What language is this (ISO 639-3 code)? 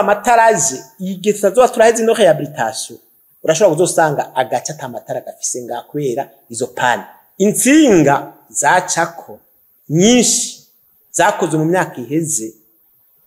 run